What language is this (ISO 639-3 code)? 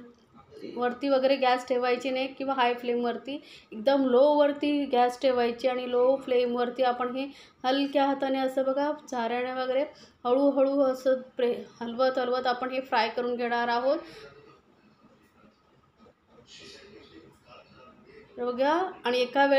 mar